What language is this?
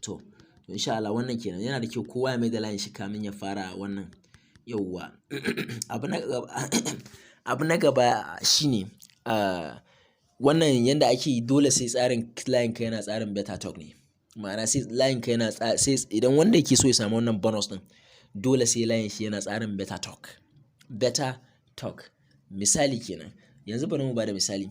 Hausa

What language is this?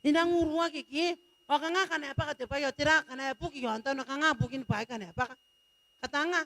Gilbertese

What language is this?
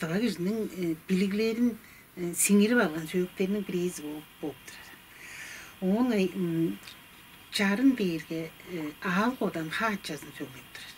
Tuvinian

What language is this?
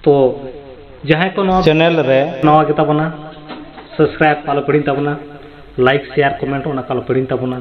Santali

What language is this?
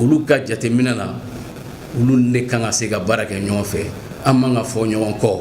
Bambara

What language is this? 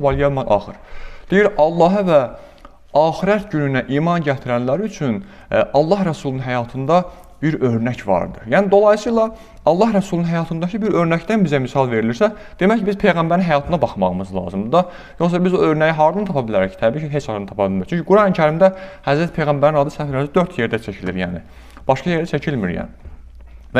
Azerbaijani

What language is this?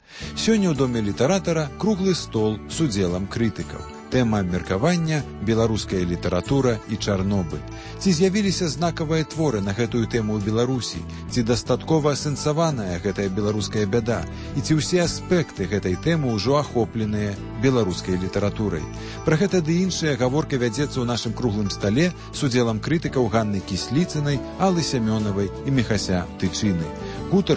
Belarusian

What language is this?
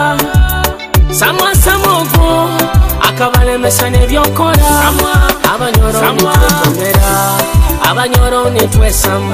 Nyoro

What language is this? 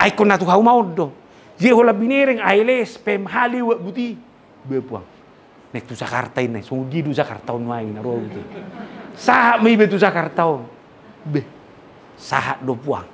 Batak Toba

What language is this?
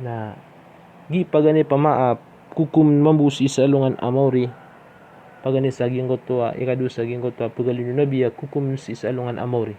Maranao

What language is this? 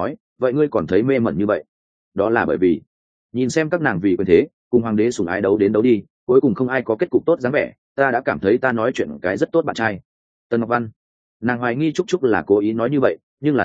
Vietnamese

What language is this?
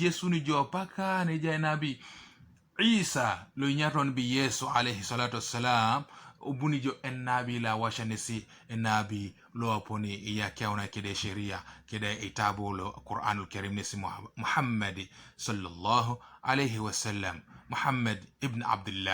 Teso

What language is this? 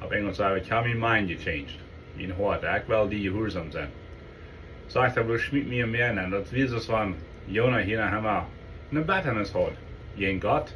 Plautdietsch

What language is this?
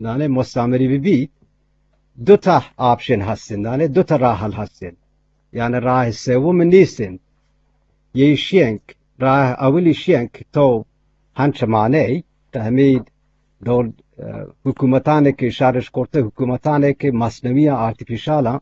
Eastern Balochi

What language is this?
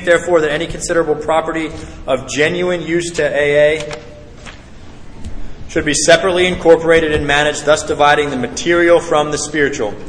English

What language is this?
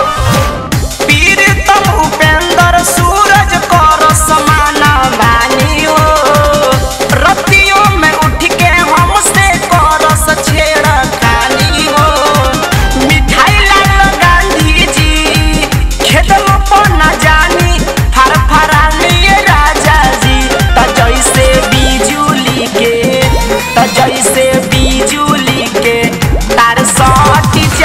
Bhojpuri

